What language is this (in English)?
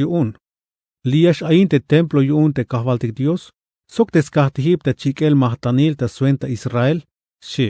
Tzeltal